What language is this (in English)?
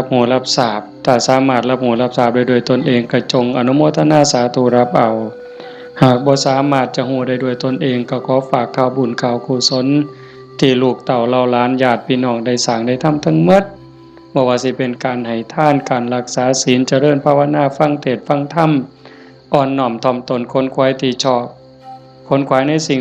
Northeastern Thai